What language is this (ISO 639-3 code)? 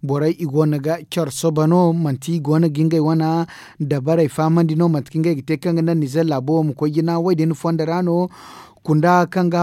dje